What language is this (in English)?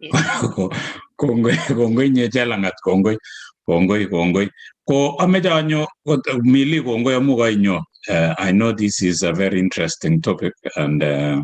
Kalenjin